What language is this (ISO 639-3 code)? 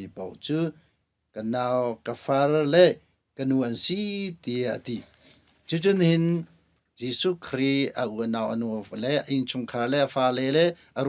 cnh